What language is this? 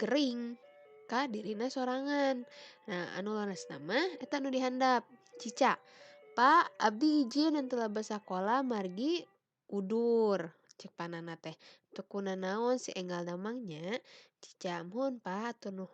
Sundanese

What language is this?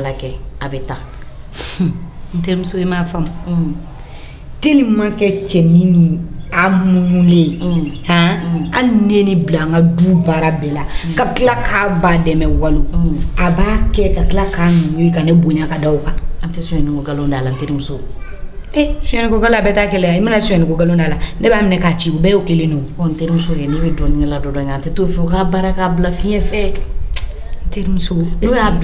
Bambara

